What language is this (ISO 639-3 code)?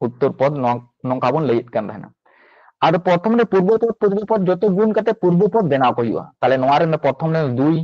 sat